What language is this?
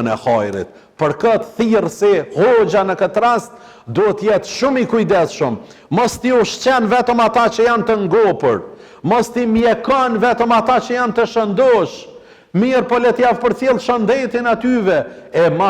Albanian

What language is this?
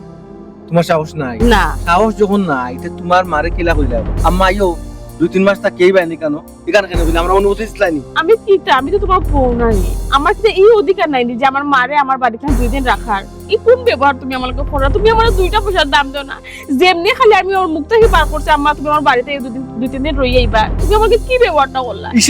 Sylheti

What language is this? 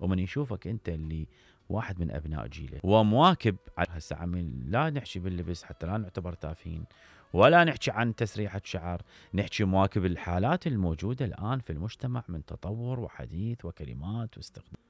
Mesopotamian Arabic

